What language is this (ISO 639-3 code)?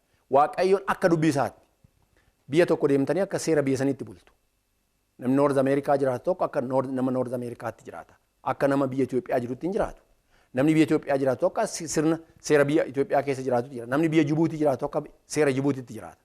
orm